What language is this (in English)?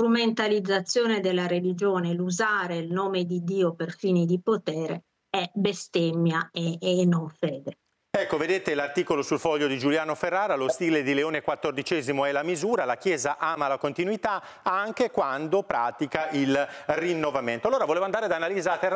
Italian